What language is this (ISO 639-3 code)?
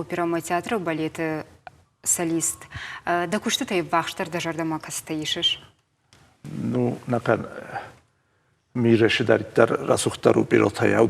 oss